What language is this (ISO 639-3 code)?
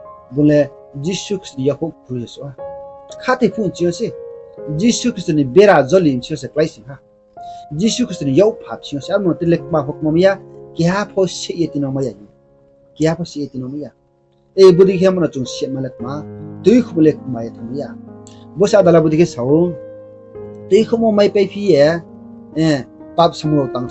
ria